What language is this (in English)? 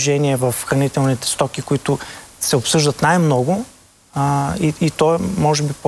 Bulgarian